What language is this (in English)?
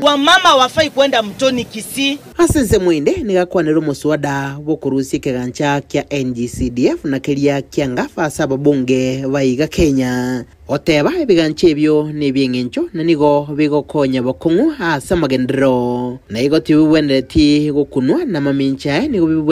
Gusii